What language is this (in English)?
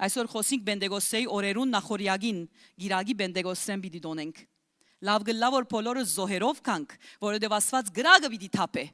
Western Armenian